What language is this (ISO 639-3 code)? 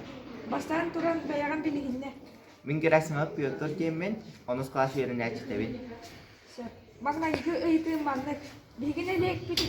sah